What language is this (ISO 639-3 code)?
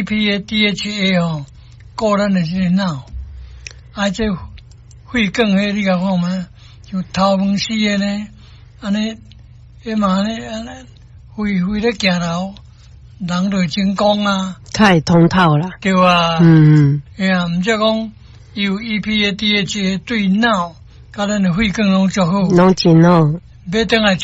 nan